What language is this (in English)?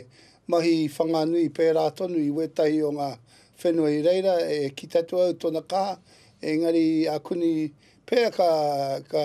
Māori